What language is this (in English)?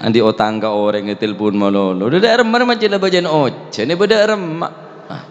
Madurese